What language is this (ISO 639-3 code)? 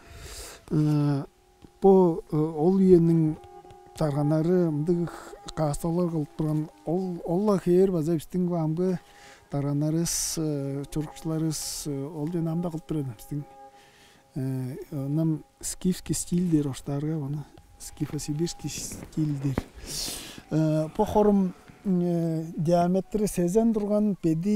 tyv